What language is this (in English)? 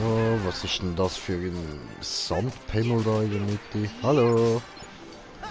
Swiss German